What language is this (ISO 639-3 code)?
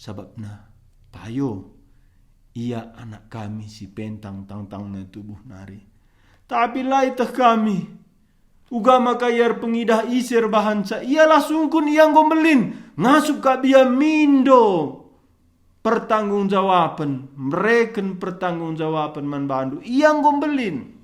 btx